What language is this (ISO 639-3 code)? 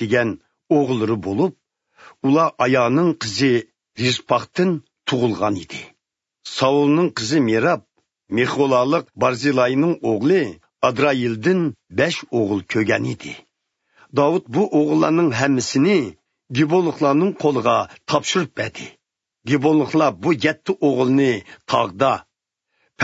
uig